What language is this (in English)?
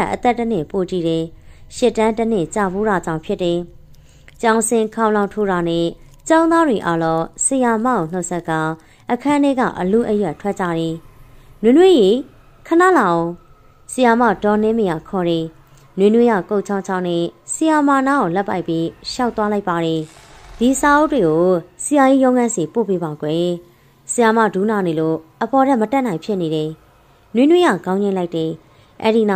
Burmese